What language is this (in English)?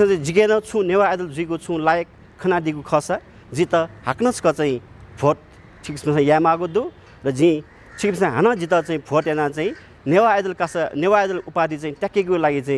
Newari